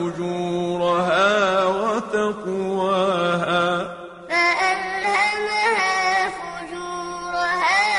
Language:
Arabic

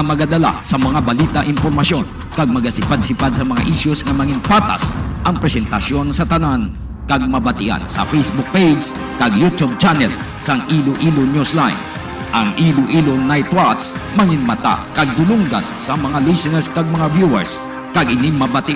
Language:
Hiligaynon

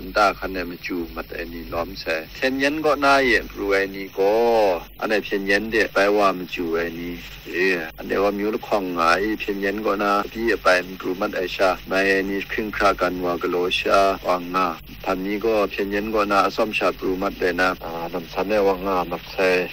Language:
Kachin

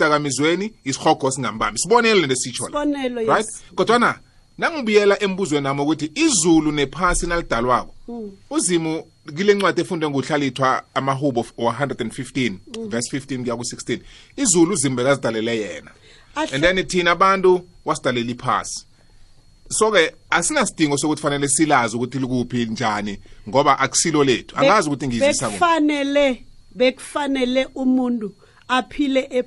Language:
South Ndebele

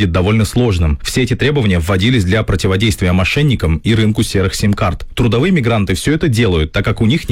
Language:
Russian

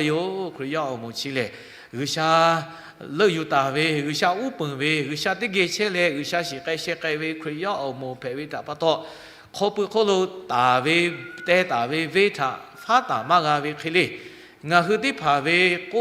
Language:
Lahu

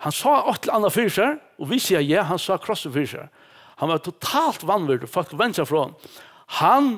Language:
Faroese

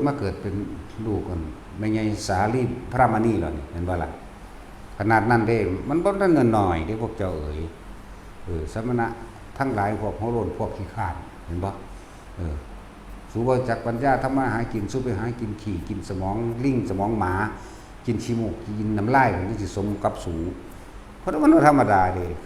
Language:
Northeastern Thai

